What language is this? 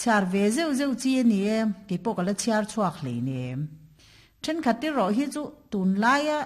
Mizo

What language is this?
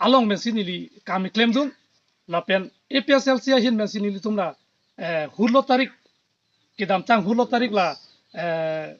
Karbi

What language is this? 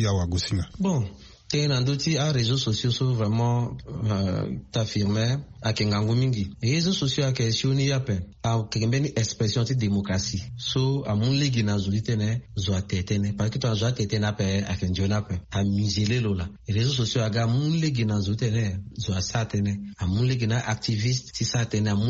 Sango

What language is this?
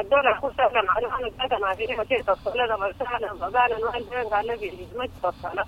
Sudanese Arabic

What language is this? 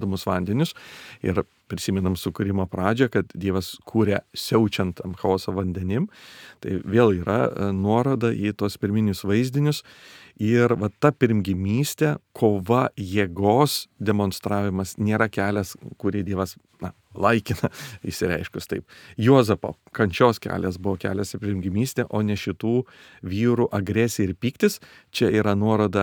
Lithuanian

